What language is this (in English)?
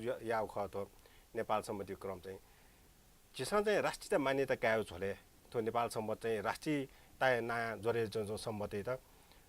Newari